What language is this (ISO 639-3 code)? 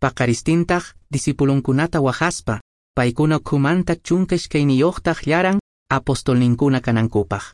que